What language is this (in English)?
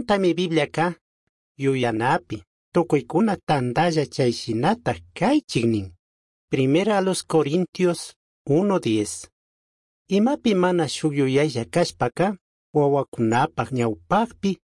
Chimborazo Highland Quichua